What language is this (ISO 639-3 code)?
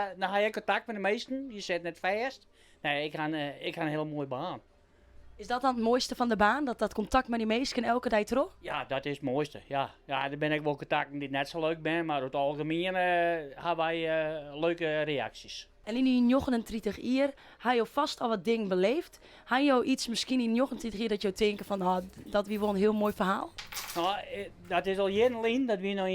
fry